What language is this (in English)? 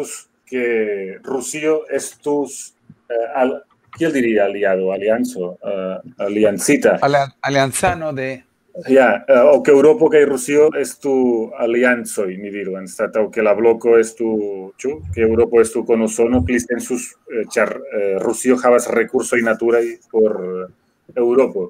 Esperanto